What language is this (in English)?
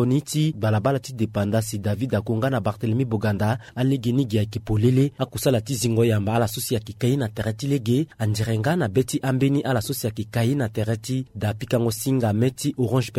Sango